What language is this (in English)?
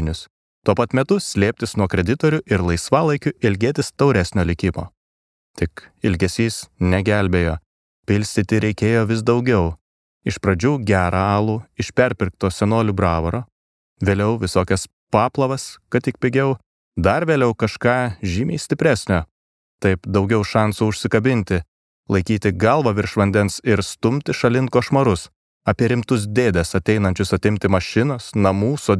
Lithuanian